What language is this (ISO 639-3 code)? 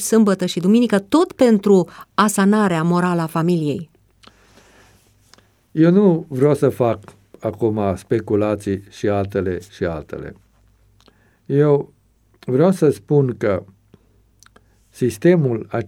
ron